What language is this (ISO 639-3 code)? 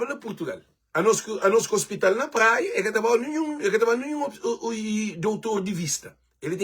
kea